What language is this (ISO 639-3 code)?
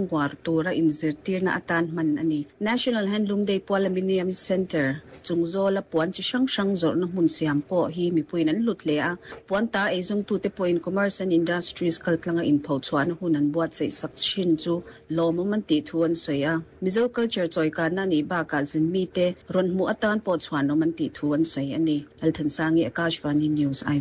lus